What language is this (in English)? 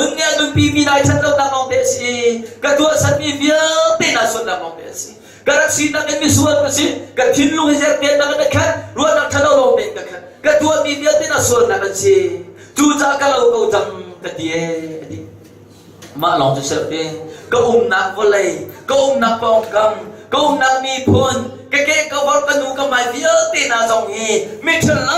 Hakha Chin